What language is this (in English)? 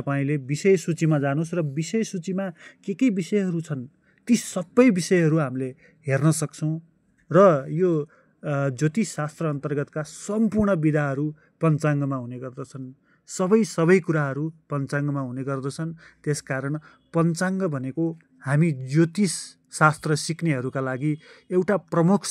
Nepali